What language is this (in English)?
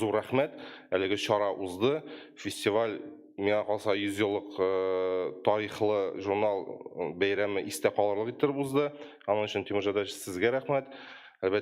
Tatar